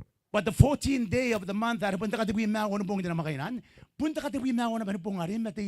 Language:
Gilbertese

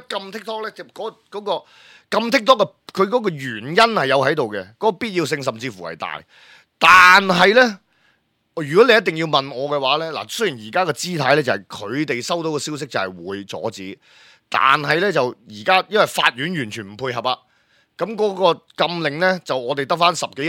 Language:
Cantonese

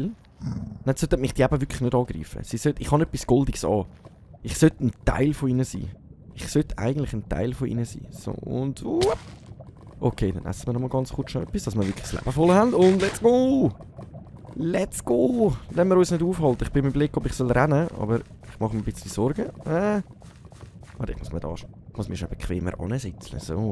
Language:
Swiss German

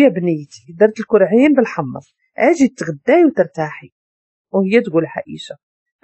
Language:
Moroccan Arabic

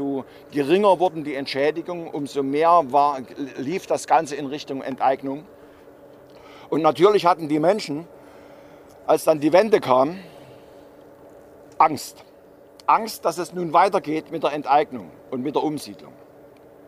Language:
German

